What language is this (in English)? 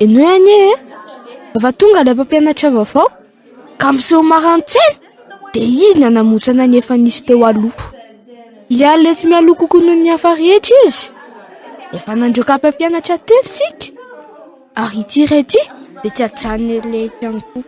Malagasy